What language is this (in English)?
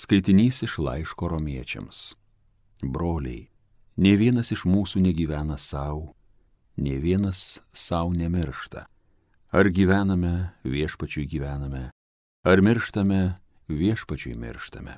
Lithuanian